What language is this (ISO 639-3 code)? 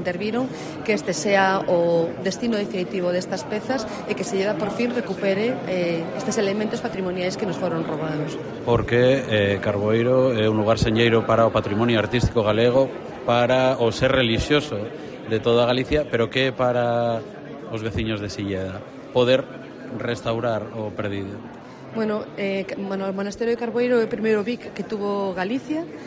glg